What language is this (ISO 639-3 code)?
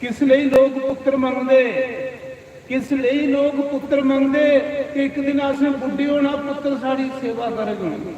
doi